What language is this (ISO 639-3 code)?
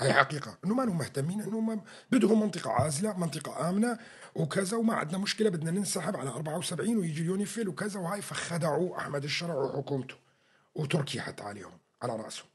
apc